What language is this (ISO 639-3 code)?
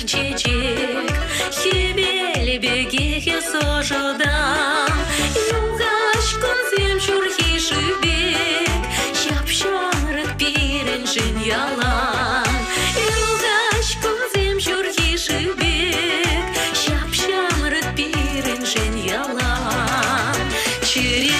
chv